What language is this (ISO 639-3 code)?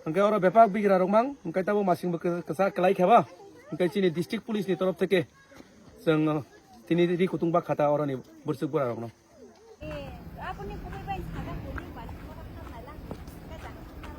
trp